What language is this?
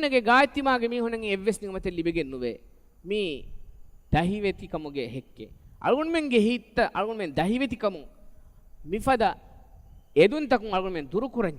Divehi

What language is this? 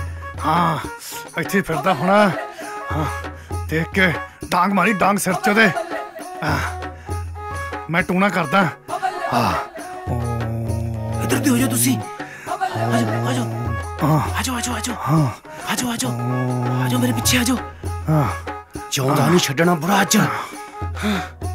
Punjabi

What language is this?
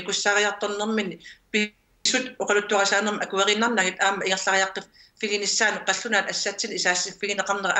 Kalaallisut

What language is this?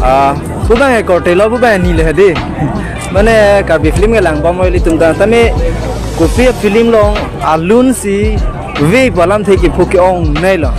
Karbi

